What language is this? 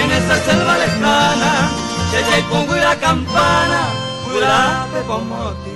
Guarani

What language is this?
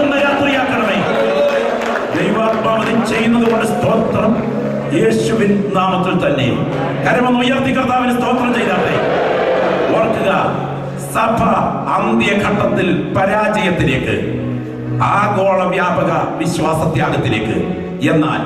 Malayalam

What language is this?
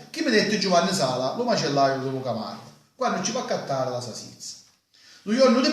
Sicilian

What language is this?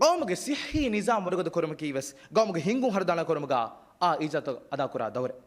Divehi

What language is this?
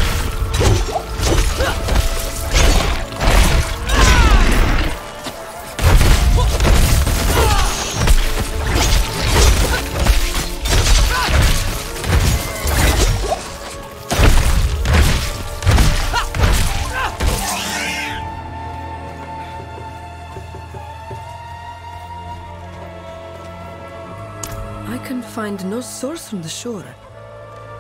English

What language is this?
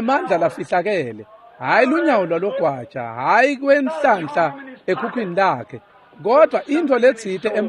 Swati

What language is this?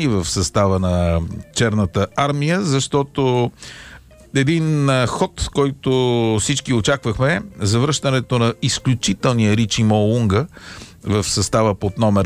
Bulgarian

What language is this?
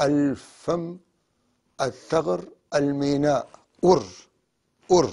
North Levantine Arabic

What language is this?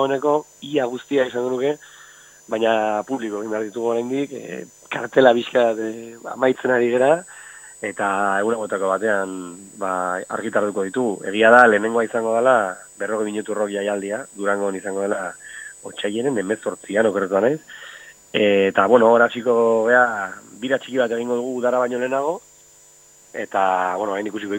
Basque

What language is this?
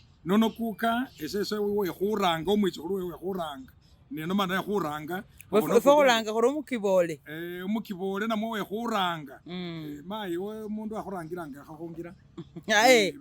Masaaba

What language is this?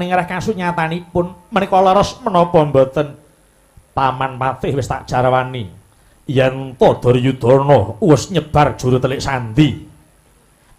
Javanese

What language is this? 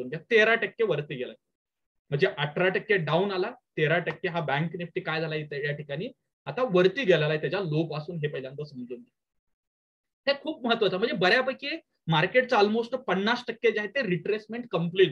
Marathi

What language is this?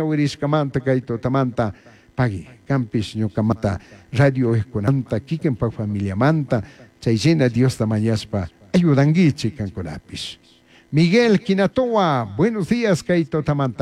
Chimborazo Highland Quichua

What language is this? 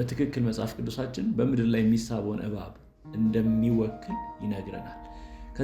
Amharic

